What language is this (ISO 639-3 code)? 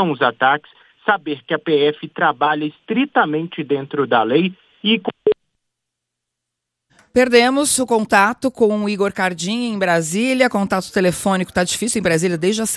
por